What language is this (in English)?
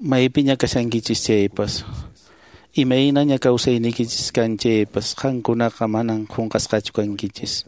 Quechua